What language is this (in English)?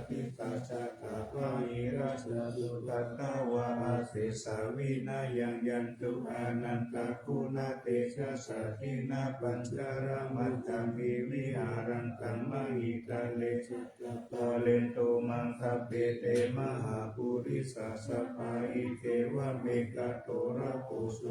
Pali